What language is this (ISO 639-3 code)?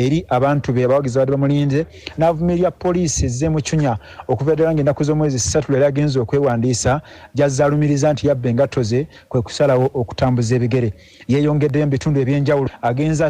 lug